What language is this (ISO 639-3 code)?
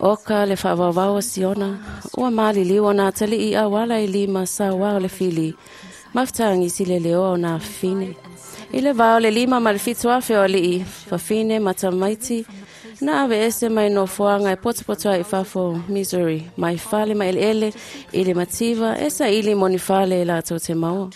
smo